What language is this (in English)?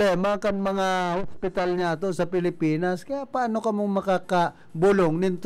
Bikol